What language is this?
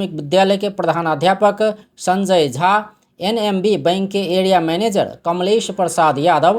Maithili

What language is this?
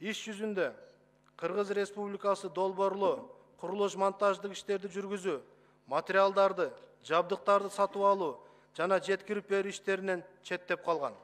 Kyrgyz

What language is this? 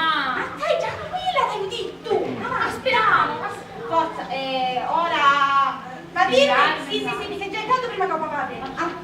Sicilian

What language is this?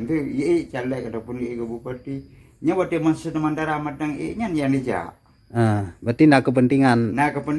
Achinese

